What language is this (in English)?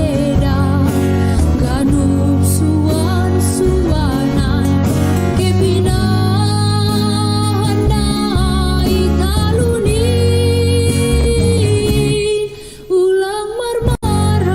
Batak Simalungun